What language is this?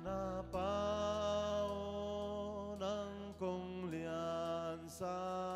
Tedim Chin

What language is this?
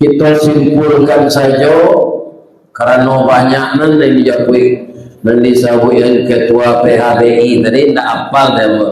Minangkabau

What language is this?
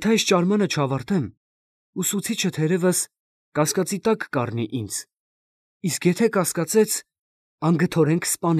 Armenian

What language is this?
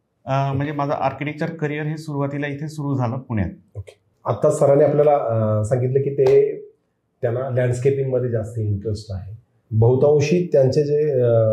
Marathi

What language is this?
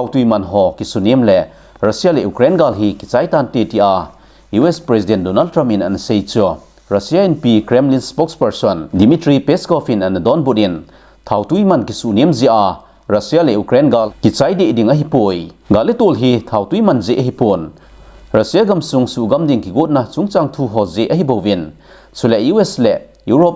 Thado Chin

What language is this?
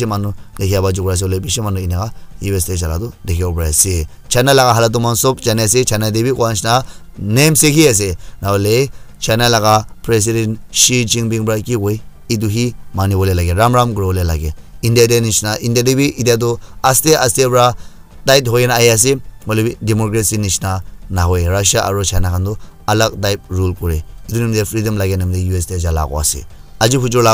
Naga Pidgin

